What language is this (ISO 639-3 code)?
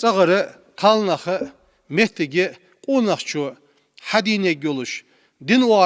inh